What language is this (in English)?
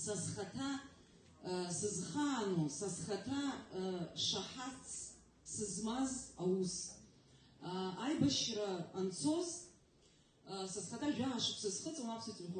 Abkhazian